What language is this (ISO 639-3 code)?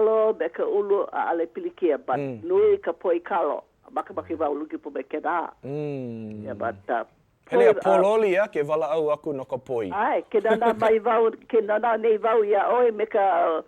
haw